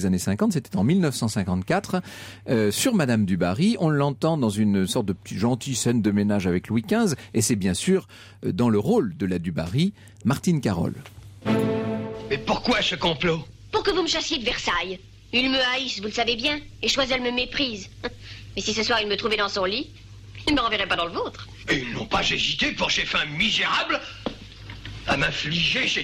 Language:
French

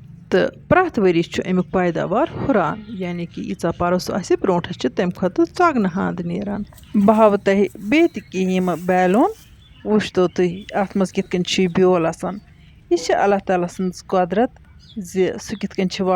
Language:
Kashmiri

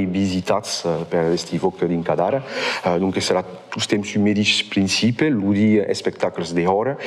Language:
Occitan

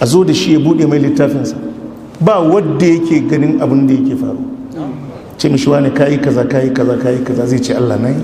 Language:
Hausa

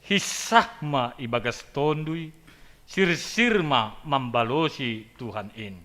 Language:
Batak Simalungun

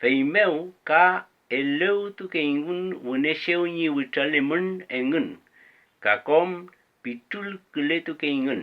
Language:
Mapuche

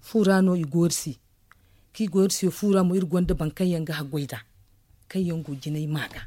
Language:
Zarma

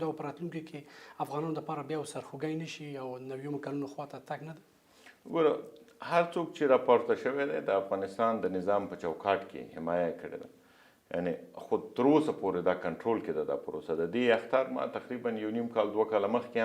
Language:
Pashto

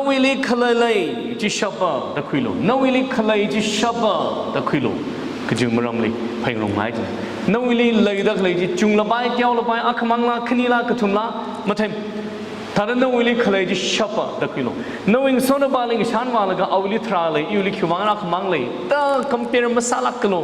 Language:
Tangkhul Naga (India)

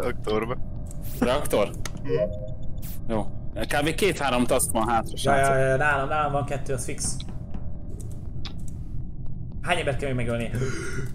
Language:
Hungarian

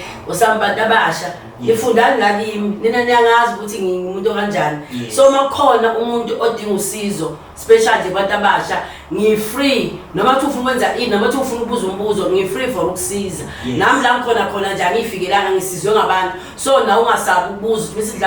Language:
Zulu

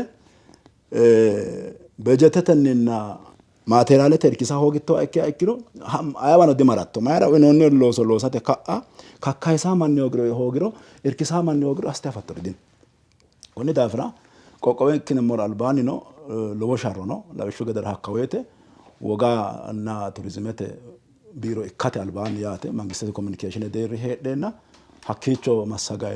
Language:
Sidamo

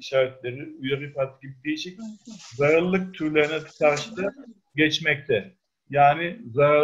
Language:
Turkish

